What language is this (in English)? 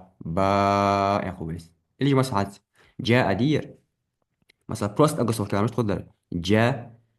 Ingush